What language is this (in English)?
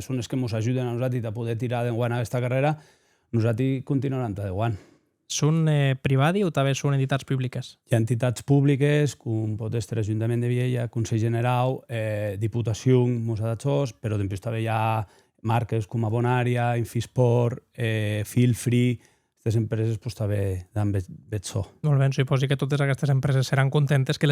Occitan